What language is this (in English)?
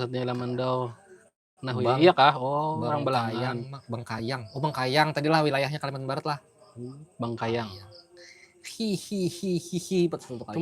Banjar